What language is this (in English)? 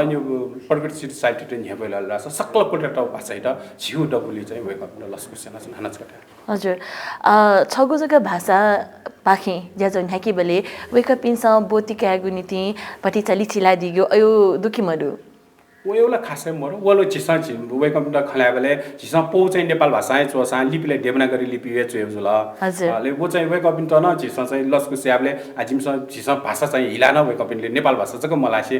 Newari